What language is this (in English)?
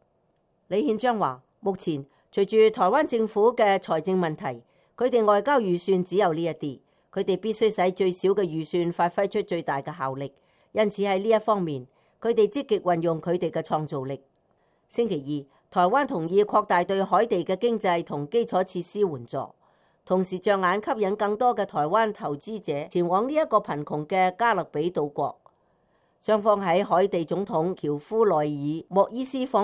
Cantonese